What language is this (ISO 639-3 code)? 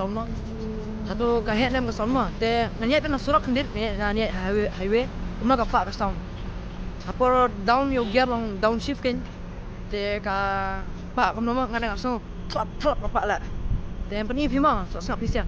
kha